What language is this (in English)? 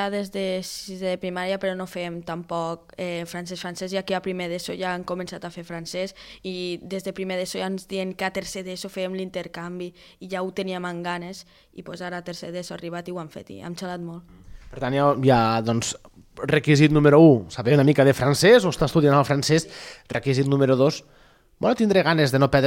Catalan